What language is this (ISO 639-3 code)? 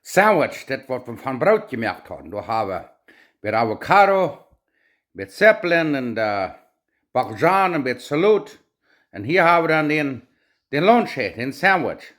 pdt